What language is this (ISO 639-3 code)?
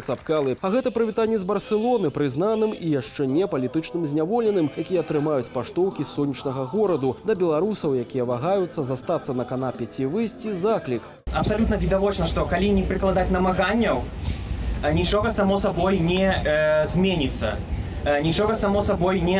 bel